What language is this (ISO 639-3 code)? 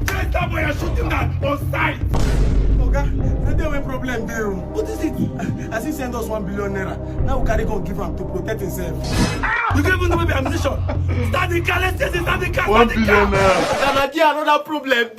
pcm